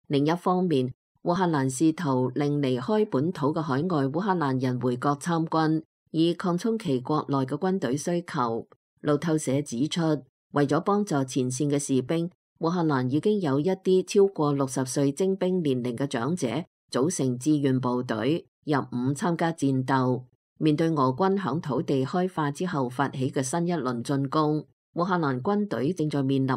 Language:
Cantonese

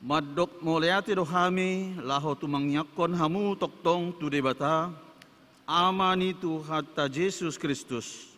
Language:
Batak Toba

